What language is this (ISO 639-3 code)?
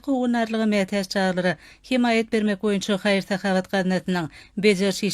tuk